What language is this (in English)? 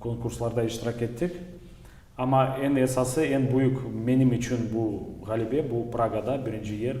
Crimean Tatar